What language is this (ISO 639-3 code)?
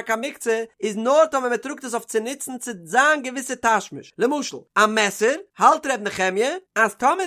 yid